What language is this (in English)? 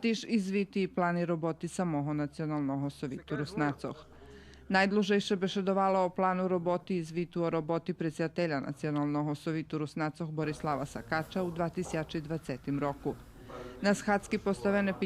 Rusyn